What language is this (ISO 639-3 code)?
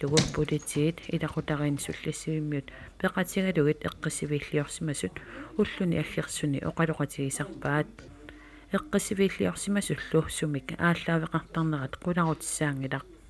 kal